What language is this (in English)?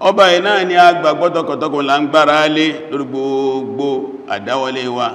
Yoruba